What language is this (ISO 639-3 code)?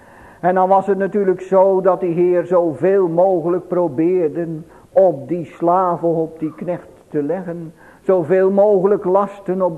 nld